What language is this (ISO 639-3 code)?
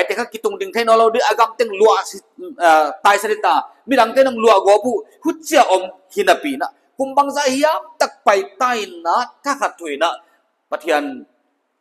pck